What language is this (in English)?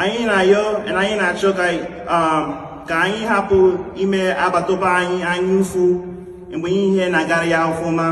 Igbo